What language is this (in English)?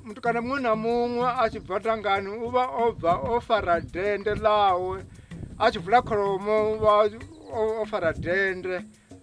Venda